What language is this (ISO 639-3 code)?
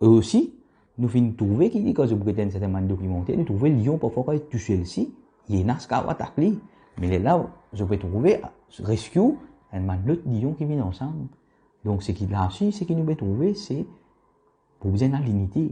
mfe